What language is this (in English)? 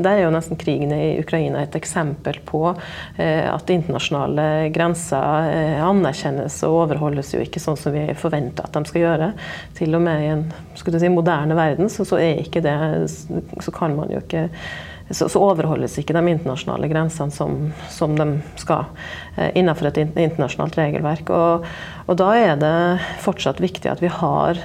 Norwegian